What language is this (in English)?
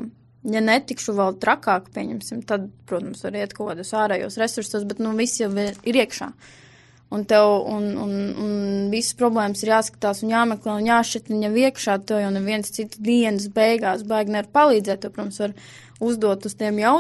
Latvian